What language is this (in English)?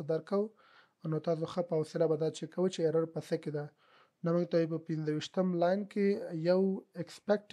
Pashto